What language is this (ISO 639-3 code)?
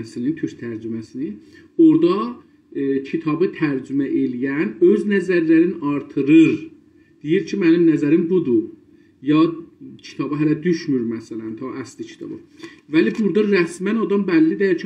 azb